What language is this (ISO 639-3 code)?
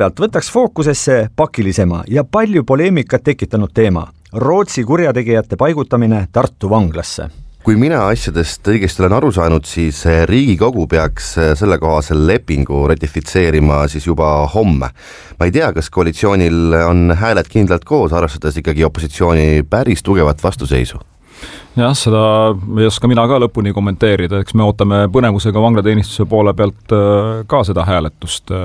est